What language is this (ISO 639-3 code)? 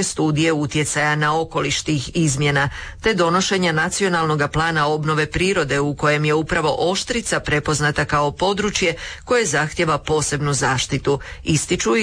hrv